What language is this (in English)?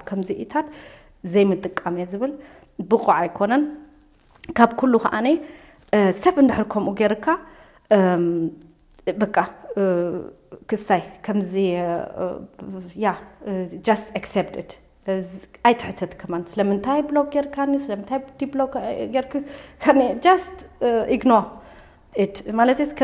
Tigrinya